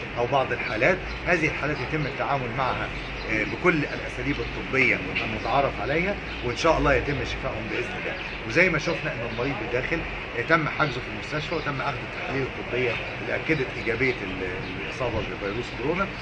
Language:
Egyptian Arabic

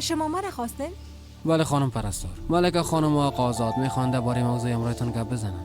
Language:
Persian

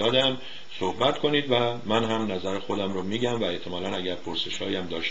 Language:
Persian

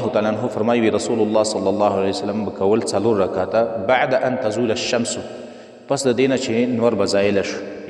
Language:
Pashto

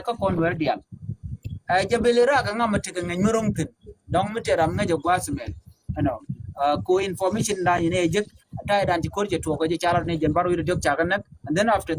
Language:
Nuer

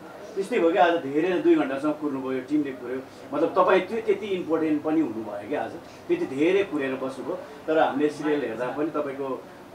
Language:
Nepali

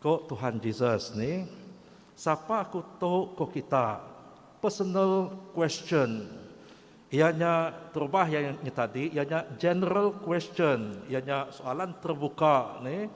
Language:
Iban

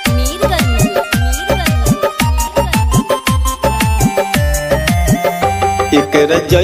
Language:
Bhojpuri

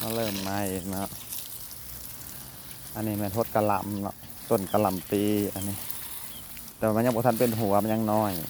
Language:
Lao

